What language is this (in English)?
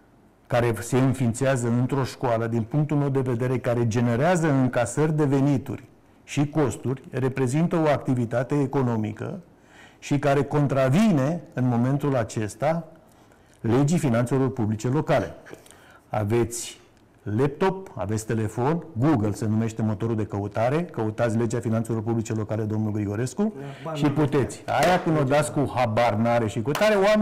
Romanian